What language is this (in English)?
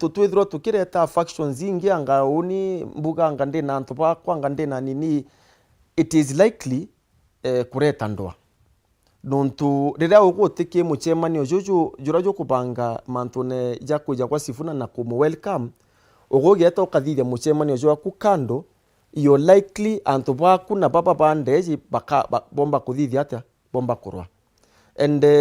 Meru